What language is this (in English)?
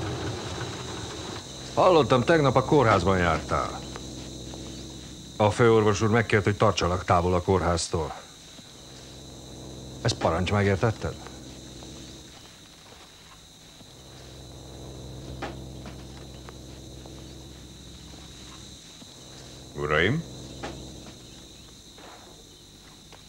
Hungarian